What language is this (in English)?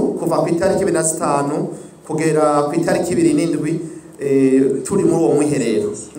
Rundi